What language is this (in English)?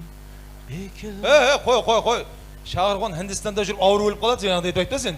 Kara-Kalpak